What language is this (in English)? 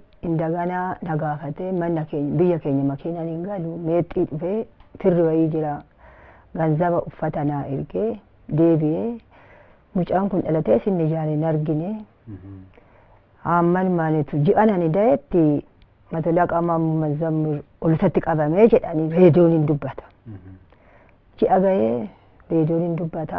Oromo